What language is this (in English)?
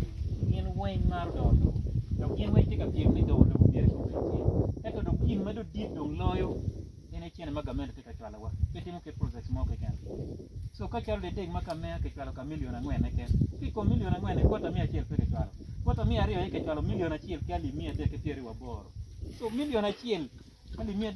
Acoli